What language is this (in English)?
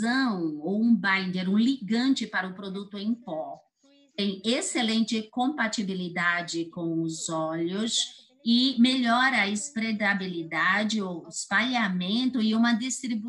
Portuguese